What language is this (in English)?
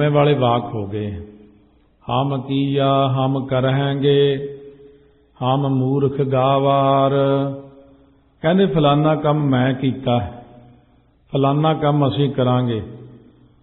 Punjabi